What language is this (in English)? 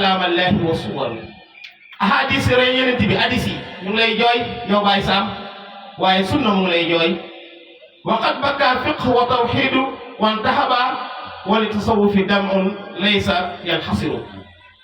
Wolof